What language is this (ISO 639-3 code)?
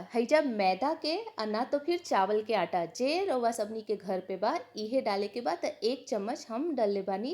bho